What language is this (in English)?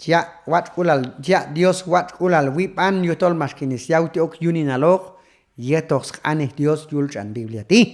Q'anjob'al